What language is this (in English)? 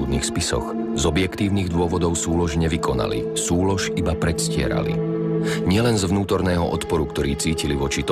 Slovak